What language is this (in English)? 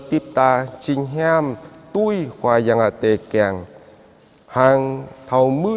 Jarai